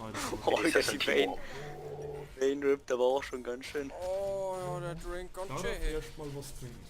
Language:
Bavarian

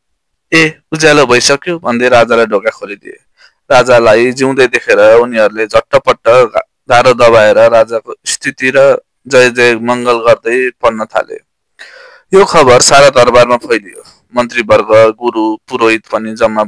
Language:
Nepali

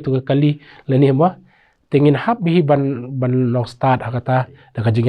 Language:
Khasi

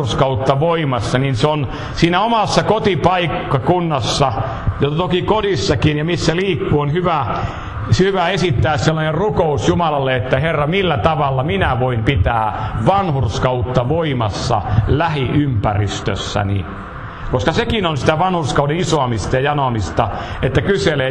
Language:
Finnish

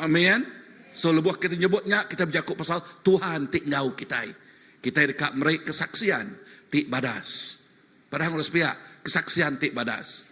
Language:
Iban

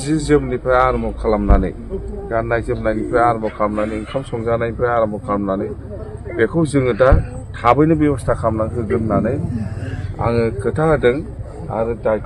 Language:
Bodo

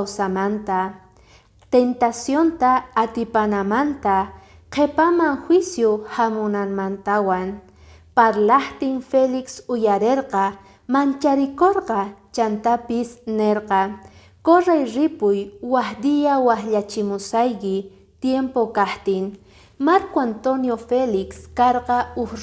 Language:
Quechua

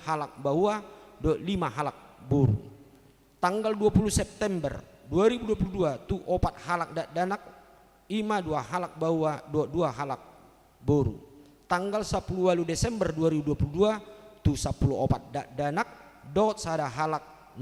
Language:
Batak Toba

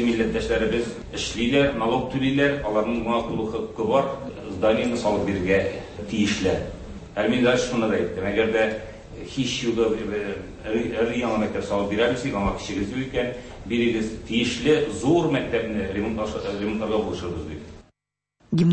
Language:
Tatar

